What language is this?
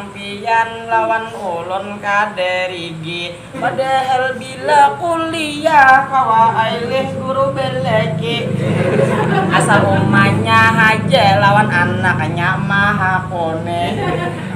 Banjar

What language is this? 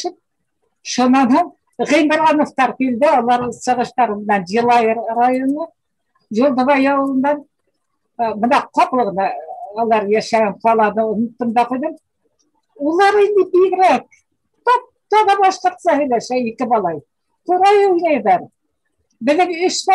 Bashkir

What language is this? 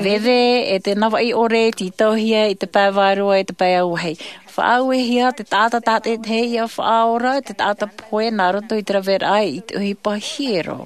Tahitian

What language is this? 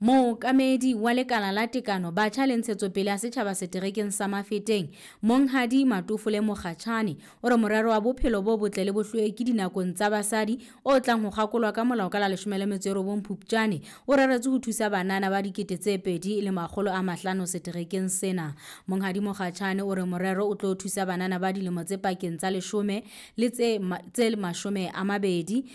Southern Sotho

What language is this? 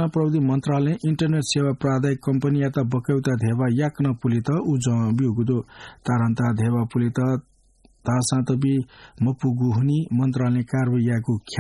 Newari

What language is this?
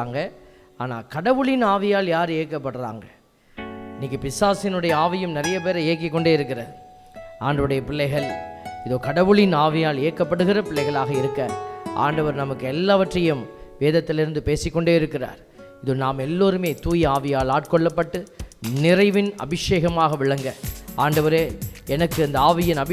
Tamil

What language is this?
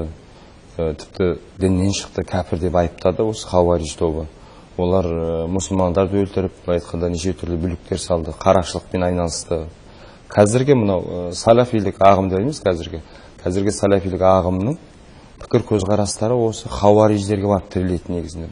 Kazakh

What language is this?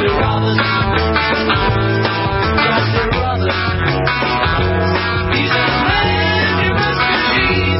English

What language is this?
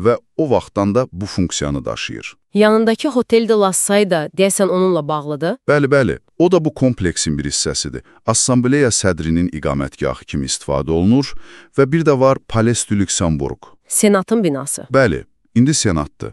Azerbaijani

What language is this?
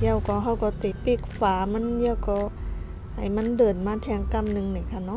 Shan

